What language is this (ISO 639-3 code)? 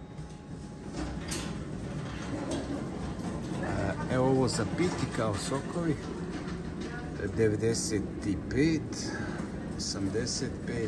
hrv